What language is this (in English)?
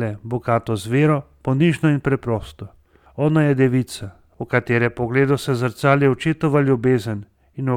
Slovenian